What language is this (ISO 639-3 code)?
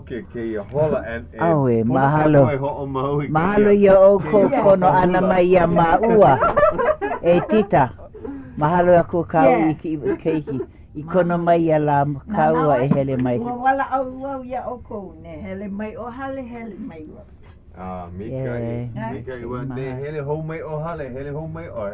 haw